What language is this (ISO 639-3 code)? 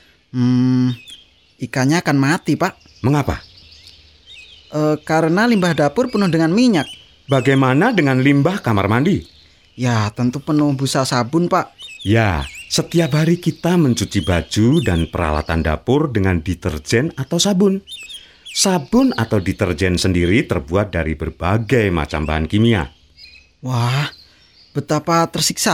ind